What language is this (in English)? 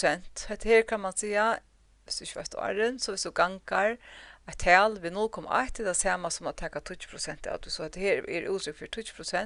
Faroese